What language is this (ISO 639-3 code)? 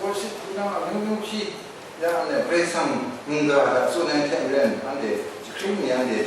kac